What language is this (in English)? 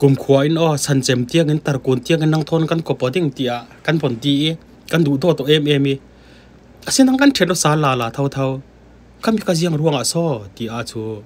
Falam Chin